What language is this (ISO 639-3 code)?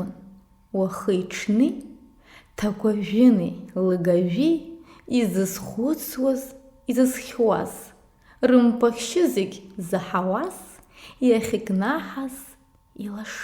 abk